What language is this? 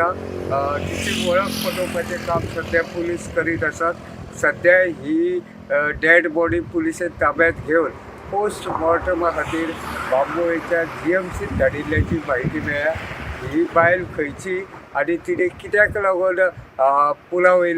Konkani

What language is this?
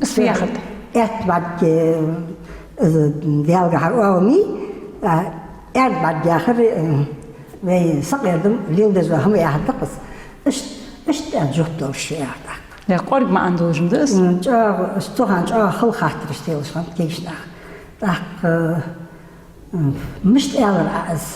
Ingush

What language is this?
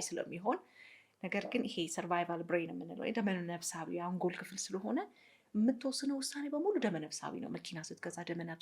Amharic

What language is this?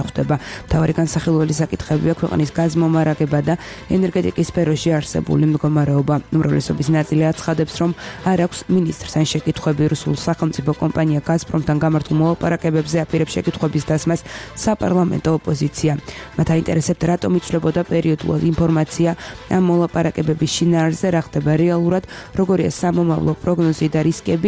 Georgian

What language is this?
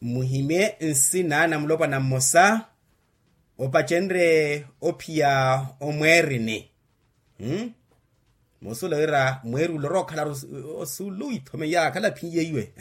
Makhuwa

